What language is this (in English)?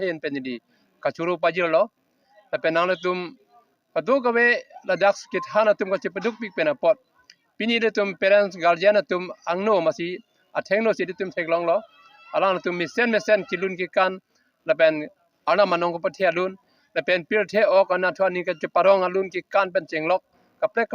Karbi